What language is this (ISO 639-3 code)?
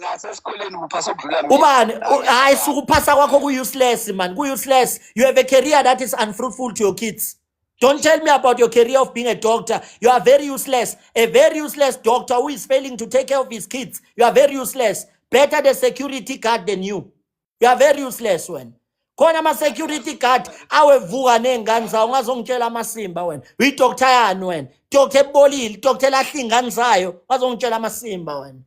zul